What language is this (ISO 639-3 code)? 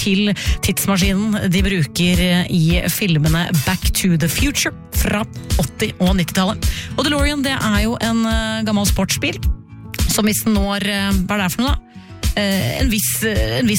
nor